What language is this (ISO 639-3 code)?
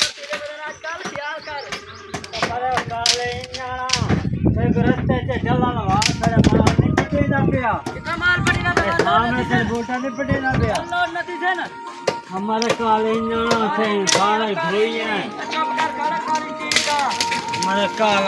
skr